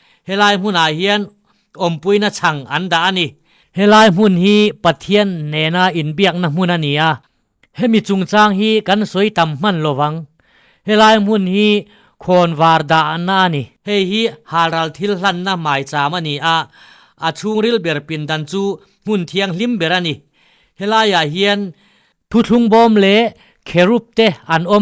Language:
Mizo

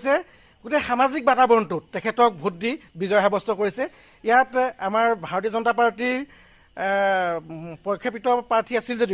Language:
Assamese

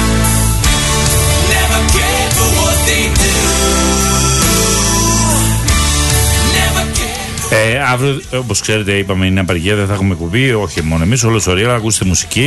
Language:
Greek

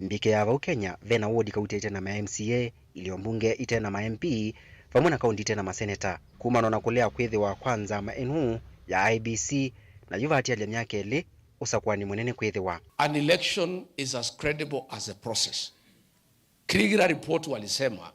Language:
Kamba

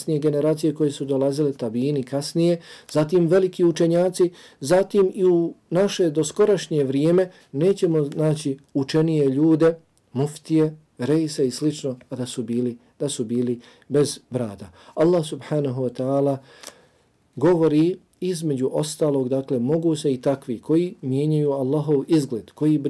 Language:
Croatian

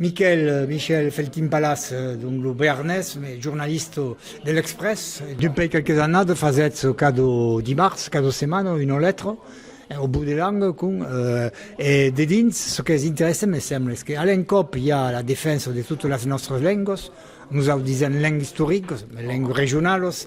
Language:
Occitan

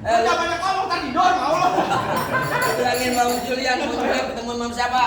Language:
Betawi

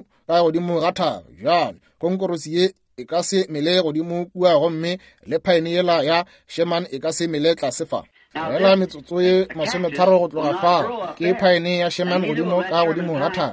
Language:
Northern Sotho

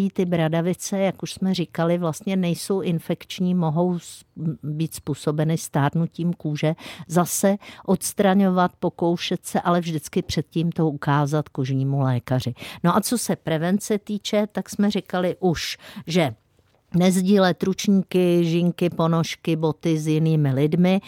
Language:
Czech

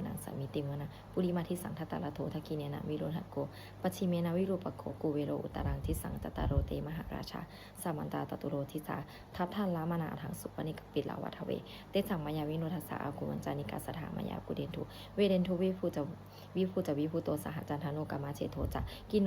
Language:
Pali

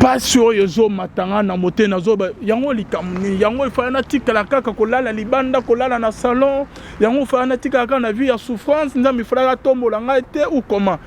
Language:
Lingala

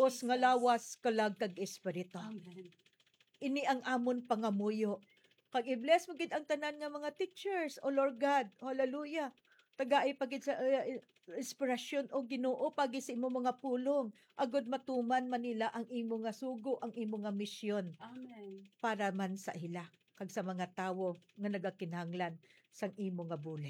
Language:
Hiligaynon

